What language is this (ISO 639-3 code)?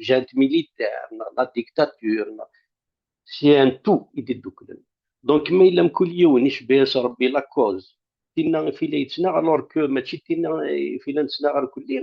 kab